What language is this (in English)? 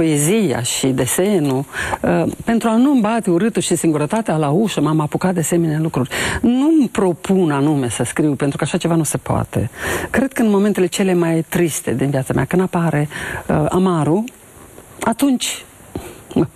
Romanian